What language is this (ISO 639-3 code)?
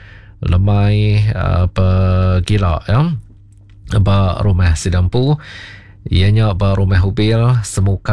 iba